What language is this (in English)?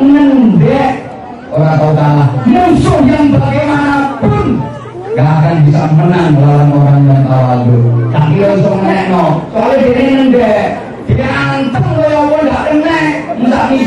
Javanese